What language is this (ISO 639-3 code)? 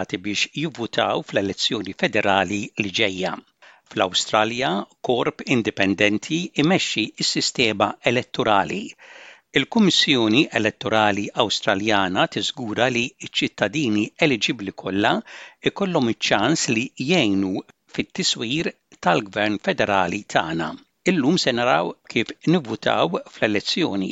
mlt